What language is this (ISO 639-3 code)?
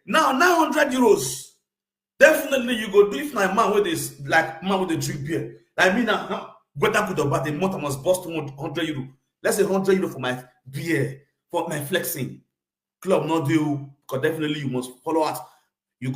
pcm